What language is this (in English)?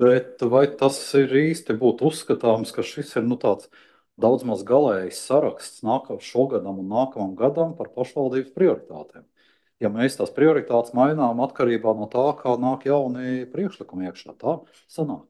Latvian